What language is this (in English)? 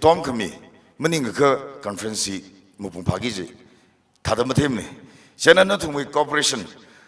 Tangkhul Naga (India)